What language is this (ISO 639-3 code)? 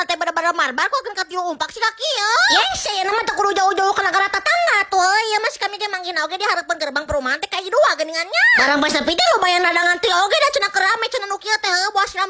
sun